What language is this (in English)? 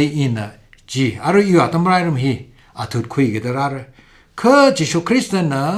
Tangkhul Naga (India)